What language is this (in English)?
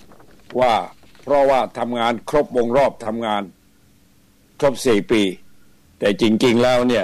Thai